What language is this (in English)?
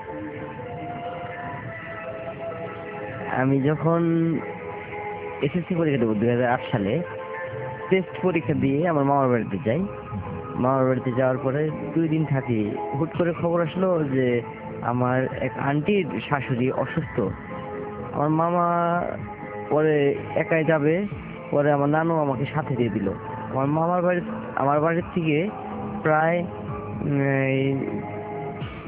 Bangla